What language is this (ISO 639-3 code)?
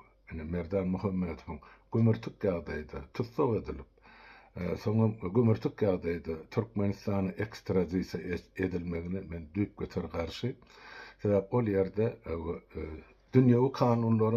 tuk